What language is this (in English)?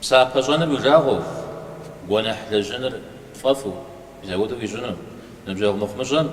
Kabardian